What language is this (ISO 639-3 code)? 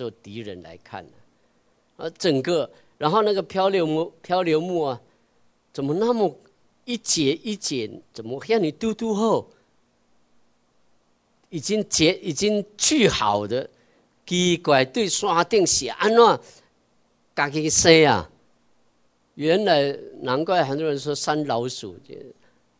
zho